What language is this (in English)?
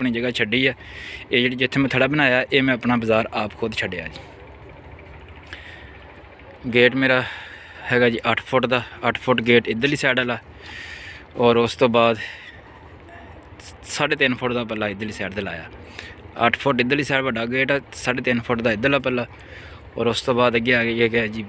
Punjabi